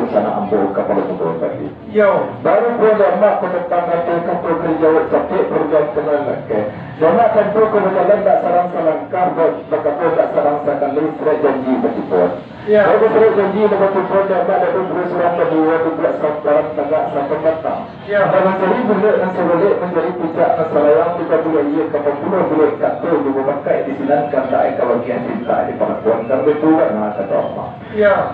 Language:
Minangkabau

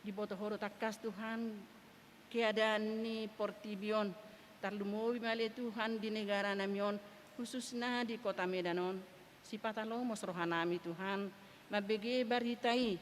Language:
Batak Toba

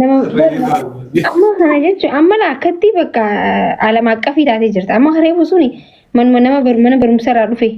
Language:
Oromo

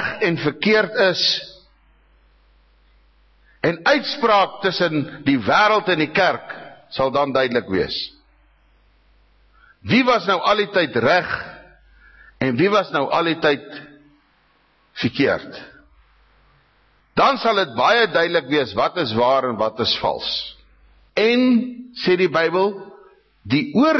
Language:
Afrikaans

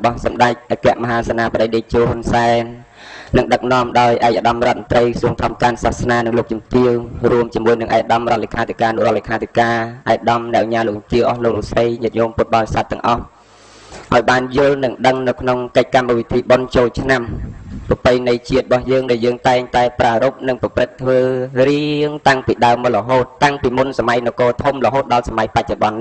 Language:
Khmer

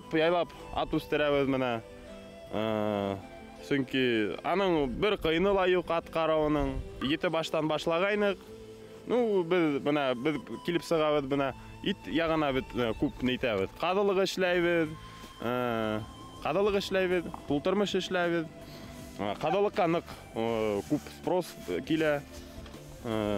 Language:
Bashkir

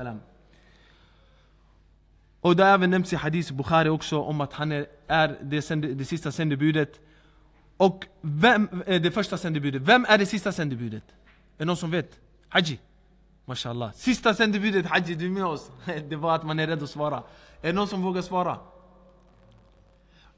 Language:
Swedish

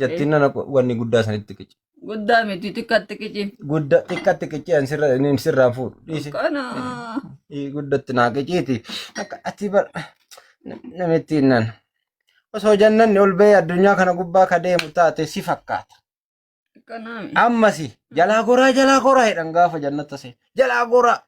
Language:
Oromo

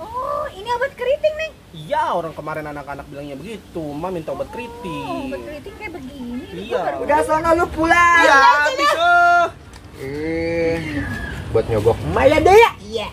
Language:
Betawi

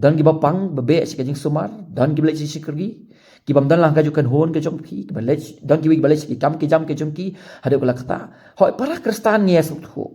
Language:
Khasi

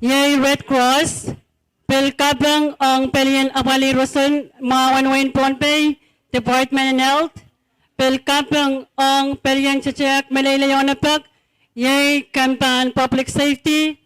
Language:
Pohnpeian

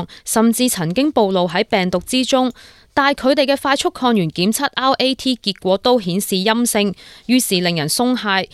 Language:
Cantonese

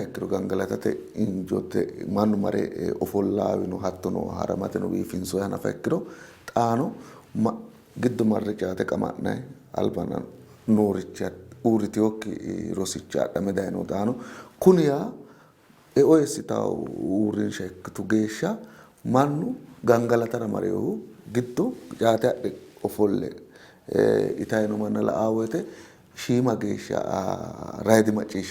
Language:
Sidamo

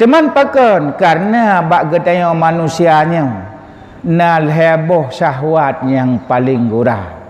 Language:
Achinese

